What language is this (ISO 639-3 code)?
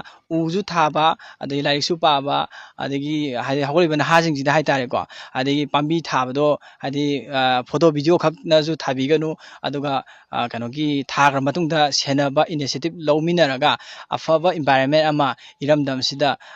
mni